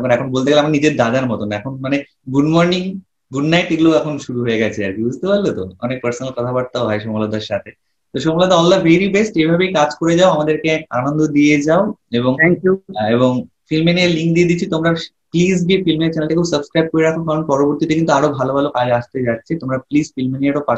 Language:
Bangla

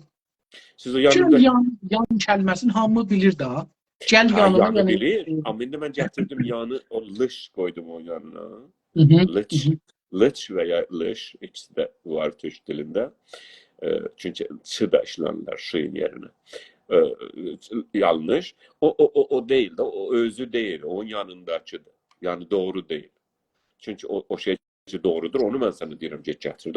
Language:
South Azerbaijani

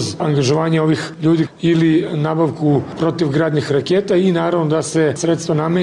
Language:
Serbian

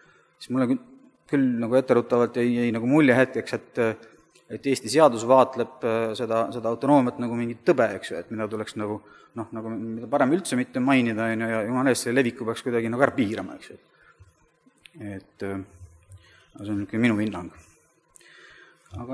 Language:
Estonian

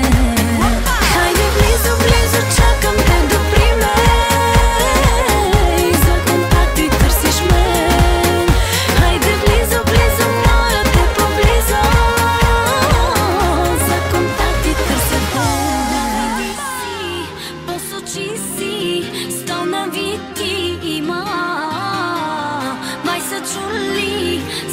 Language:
Bulgarian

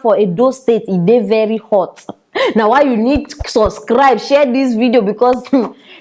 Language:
Nigerian Pidgin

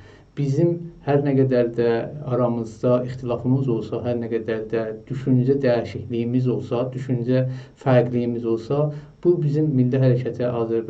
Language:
South Azerbaijani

